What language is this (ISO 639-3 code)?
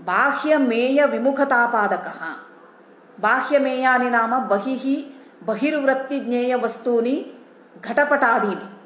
san